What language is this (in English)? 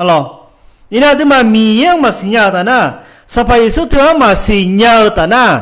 Akha